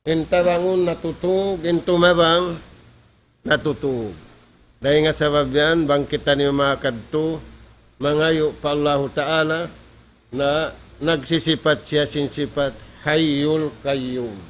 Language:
Tausug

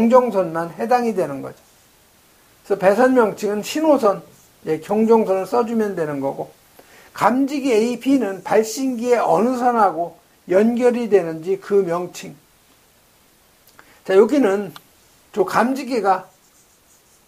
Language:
Korean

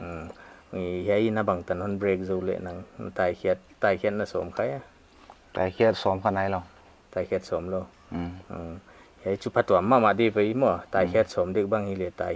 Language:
Paite Chin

